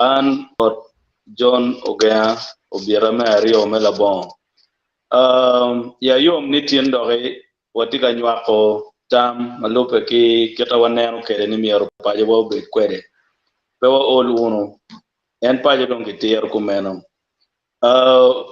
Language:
Acoli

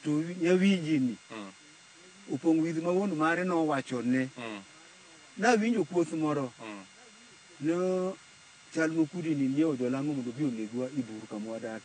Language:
Luo (Kenya and Tanzania)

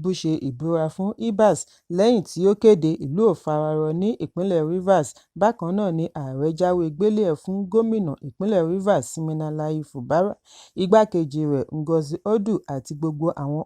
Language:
Yoruba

